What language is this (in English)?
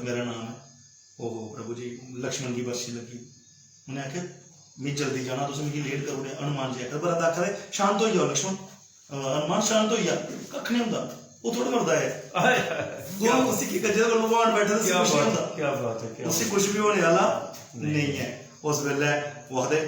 Dogri